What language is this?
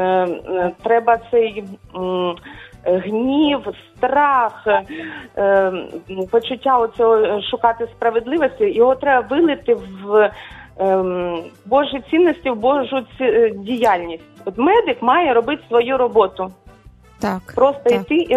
Ukrainian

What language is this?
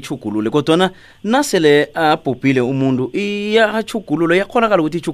South Ndebele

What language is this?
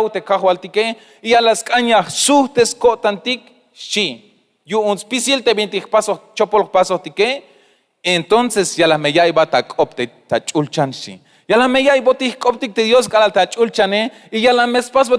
Tzeltal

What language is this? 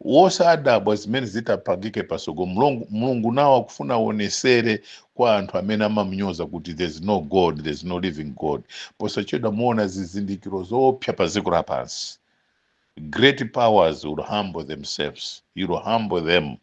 Nyanja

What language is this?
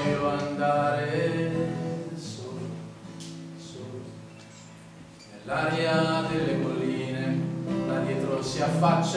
Italian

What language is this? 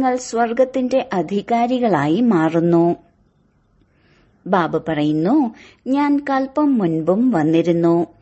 Malayalam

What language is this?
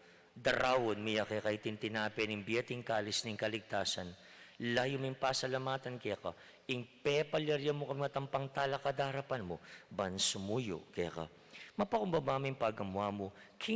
Pampanga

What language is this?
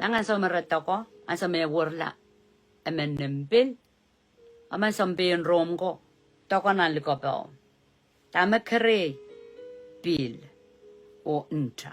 Pohnpeian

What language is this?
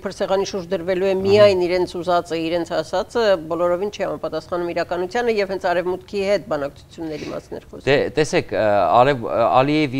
Armenian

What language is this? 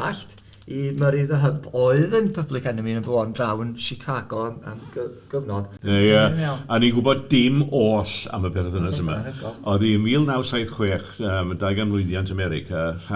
Welsh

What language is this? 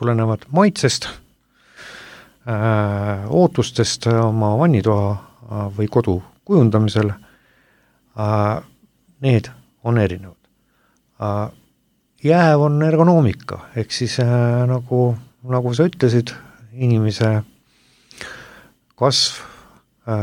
Estonian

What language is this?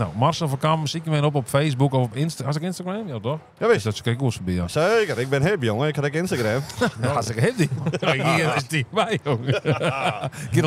Western Frisian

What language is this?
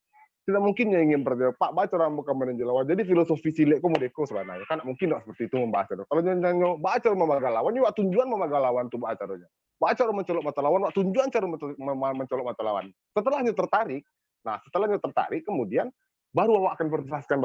Minangkabau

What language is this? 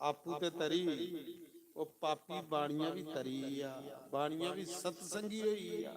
Dogri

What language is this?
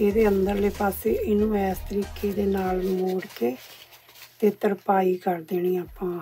Punjabi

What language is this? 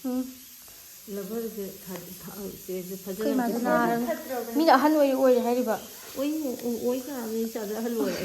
Manipuri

